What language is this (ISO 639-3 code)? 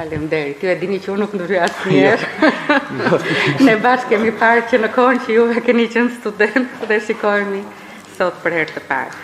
sqi